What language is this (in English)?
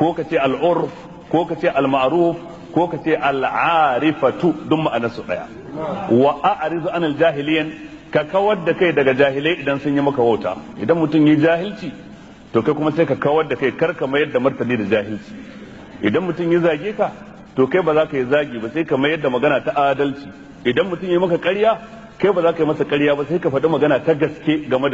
Hausa